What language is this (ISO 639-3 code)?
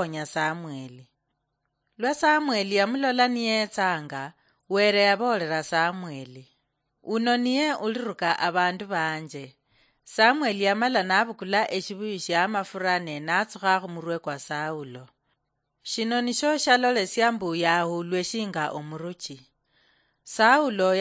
luy